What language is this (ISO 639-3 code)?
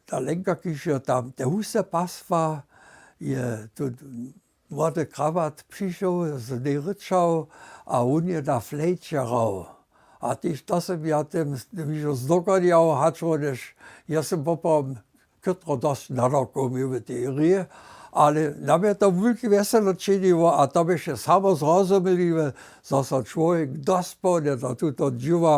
hsb